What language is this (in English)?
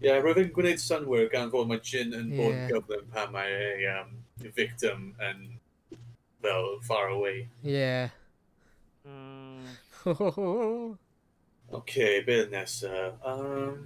Welsh